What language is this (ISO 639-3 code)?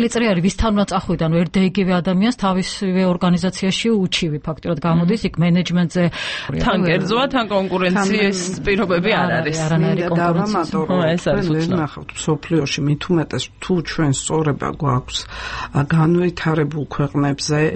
kat